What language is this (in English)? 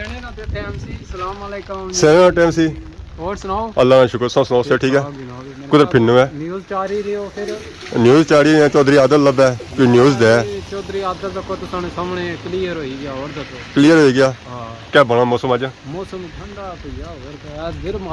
Pahari-Potwari